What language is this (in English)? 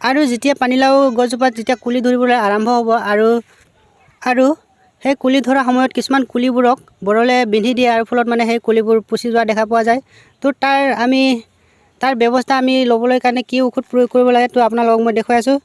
Assamese